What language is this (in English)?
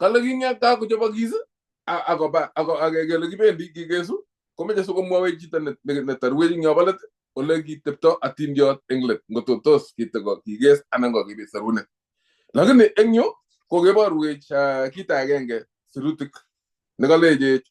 Kalenjin